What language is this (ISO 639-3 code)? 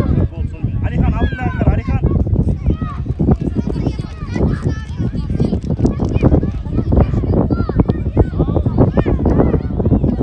kaz